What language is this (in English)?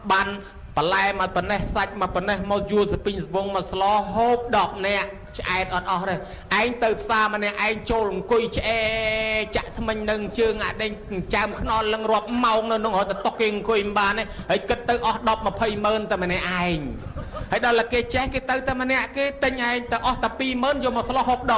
Khmer